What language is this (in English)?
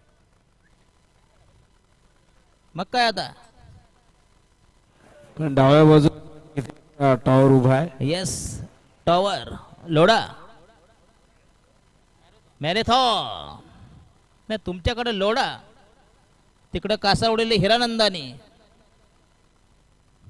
Marathi